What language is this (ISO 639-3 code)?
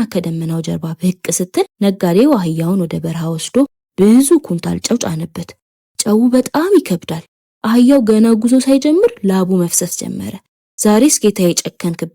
amh